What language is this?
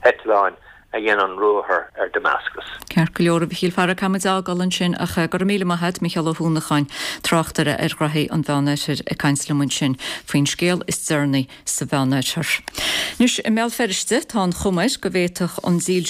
Irish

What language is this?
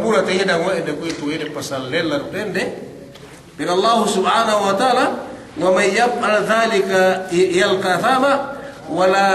Yakan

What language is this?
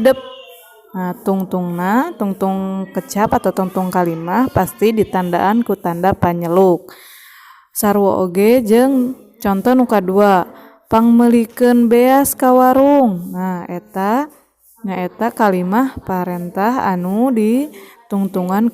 Sundanese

